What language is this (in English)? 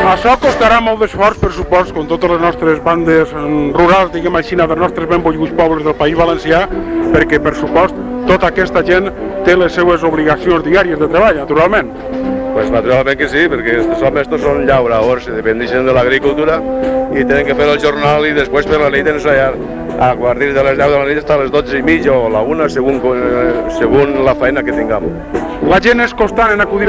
Catalan